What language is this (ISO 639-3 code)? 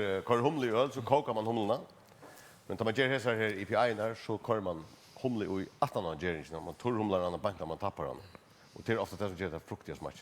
fao